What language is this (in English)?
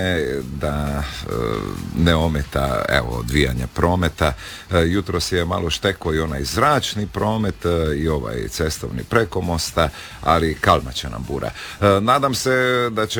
Croatian